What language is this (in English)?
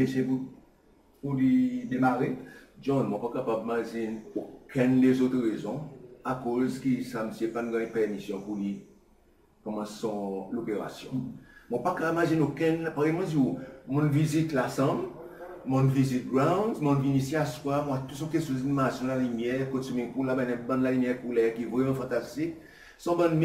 Seselwa Creole French